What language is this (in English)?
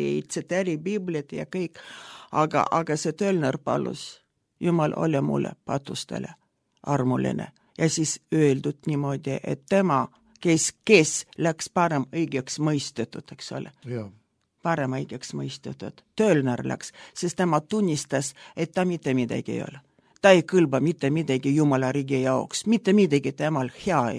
Estonian